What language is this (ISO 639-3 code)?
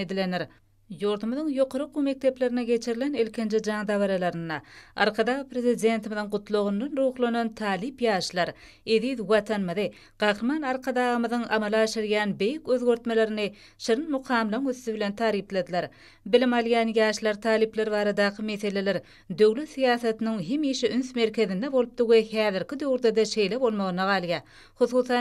tuk